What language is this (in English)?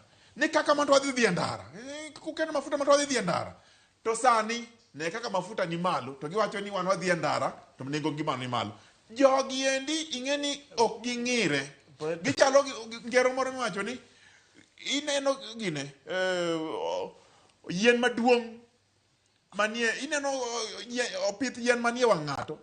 Luo (Kenya and Tanzania)